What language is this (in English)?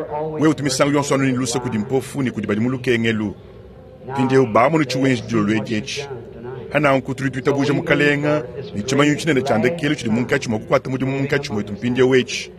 Luba-Lulua